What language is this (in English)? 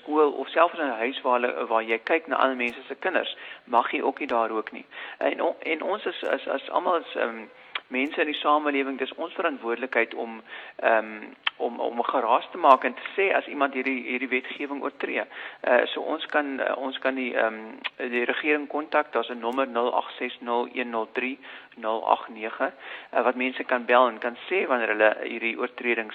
Afrikaans